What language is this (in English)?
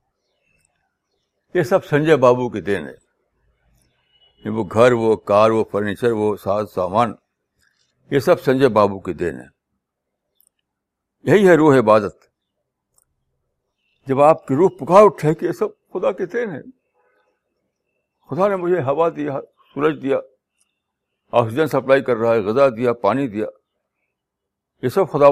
Urdu